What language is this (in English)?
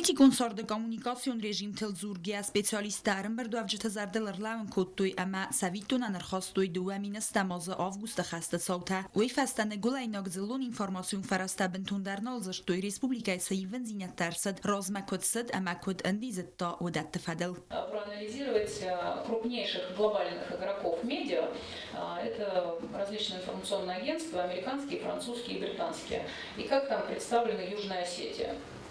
Ossetic